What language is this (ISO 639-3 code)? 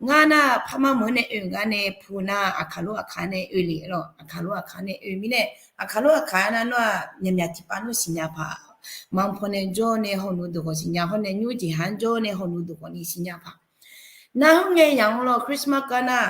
ahk